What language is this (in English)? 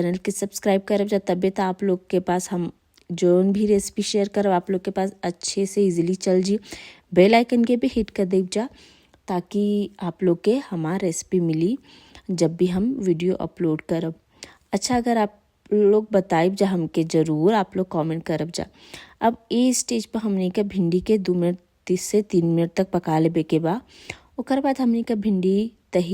Bhojpuri